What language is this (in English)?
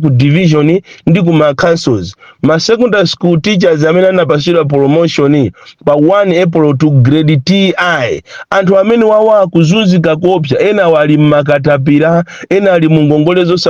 Nyanja